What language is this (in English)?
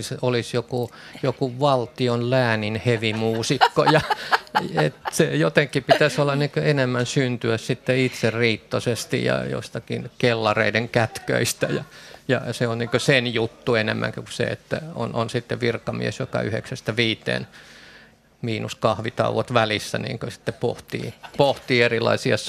Finnish